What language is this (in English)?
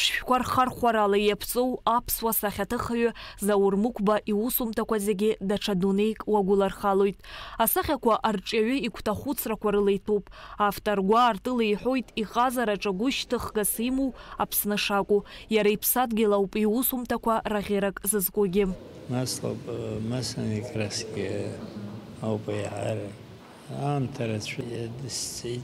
Abkhazian